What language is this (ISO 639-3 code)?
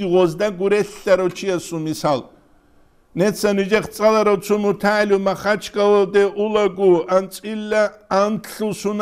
ava